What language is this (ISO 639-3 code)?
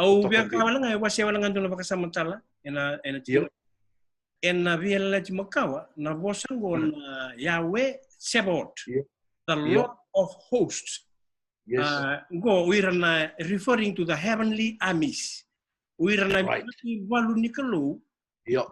fij